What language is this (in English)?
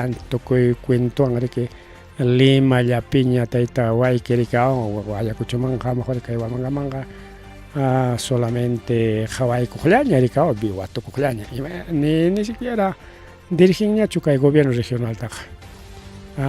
Ayacucho Quechua